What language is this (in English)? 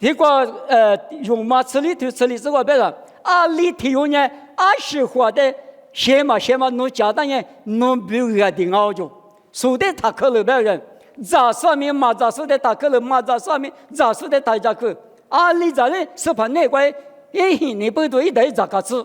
Lisu